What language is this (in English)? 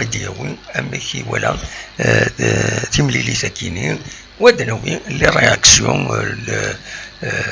Kabyle